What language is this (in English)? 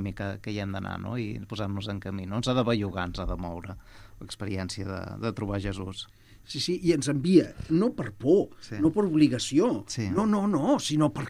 Catalan